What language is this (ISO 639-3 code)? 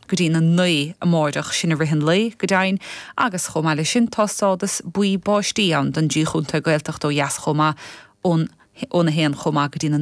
gle